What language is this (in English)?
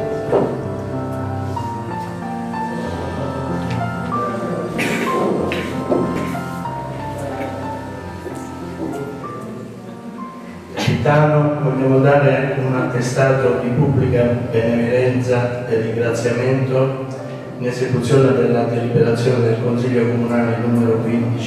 Italian